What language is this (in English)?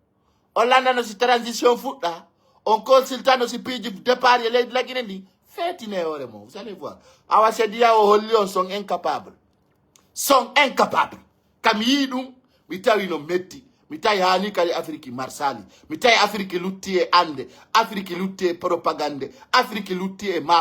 Pular